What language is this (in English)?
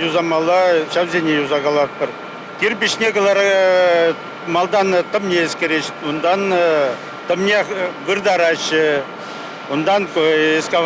Chuvash